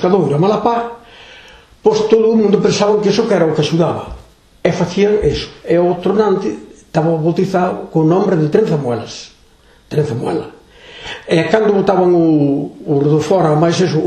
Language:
Galician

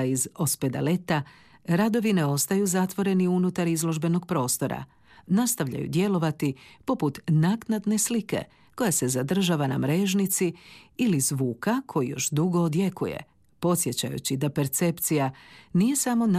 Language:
Croatian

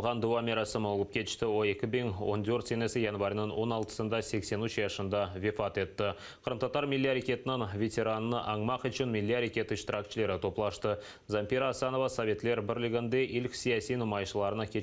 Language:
Crimean Tatar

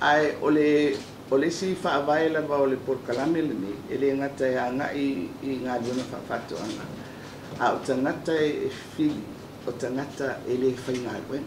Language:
Samoan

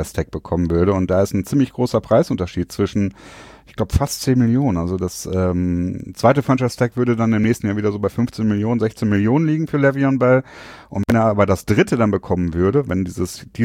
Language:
German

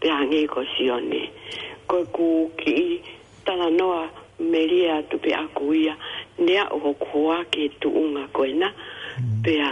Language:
Tongan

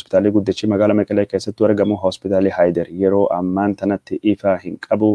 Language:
Oromo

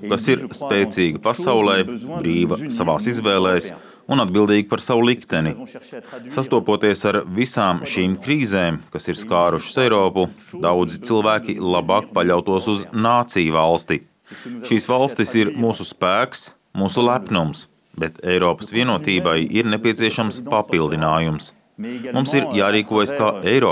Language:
Latvian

